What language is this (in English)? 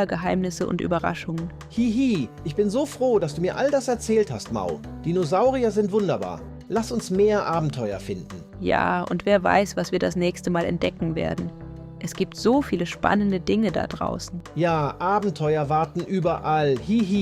Swiss German